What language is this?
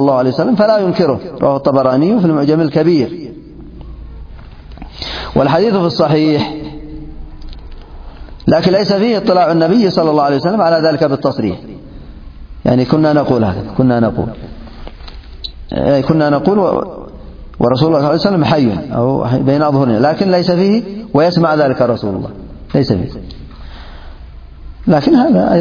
Arabic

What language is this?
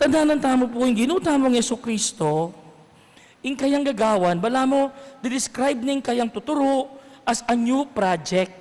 Pampanga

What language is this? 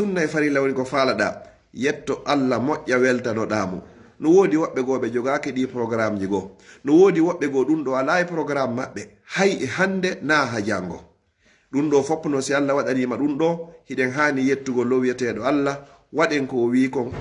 Pular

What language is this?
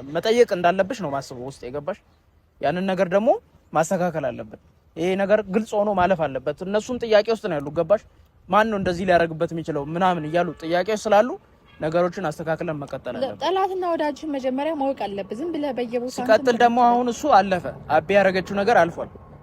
Amharic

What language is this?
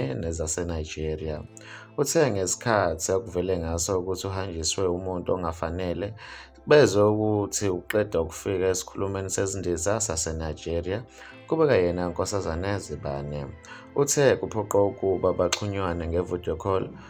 Zulu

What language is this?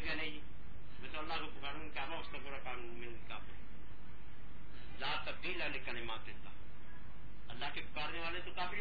Urdu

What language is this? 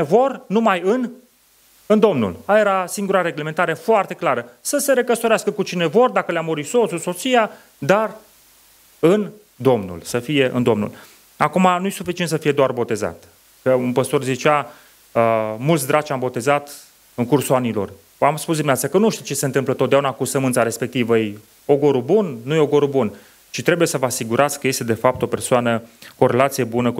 Romanian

